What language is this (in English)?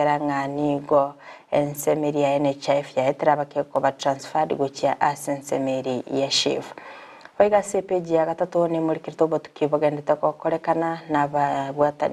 Gusii